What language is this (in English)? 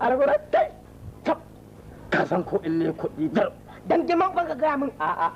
Hausa